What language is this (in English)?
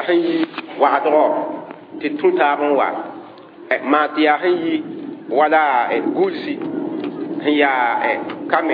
Mossi